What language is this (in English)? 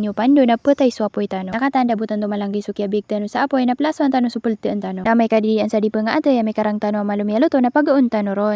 Maranao